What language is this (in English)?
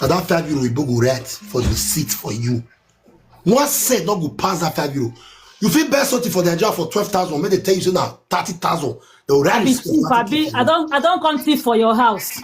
Nigerian Pidgin